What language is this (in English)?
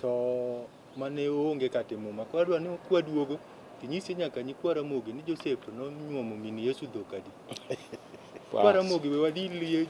Luo (Kenya and Tanzania)